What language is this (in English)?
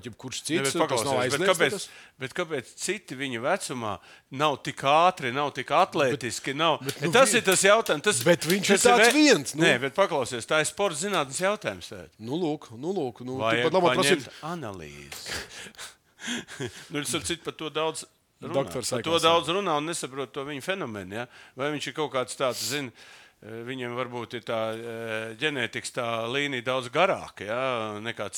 Latvian